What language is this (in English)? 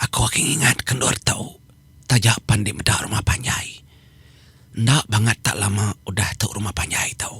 Iban